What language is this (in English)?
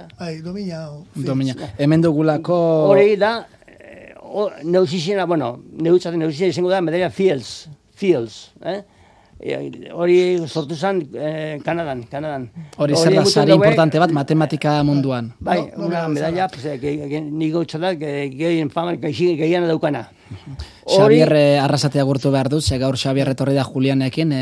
Basque